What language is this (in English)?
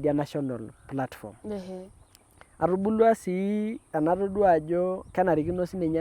Masai